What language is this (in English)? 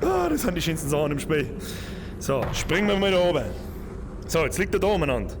Bavarian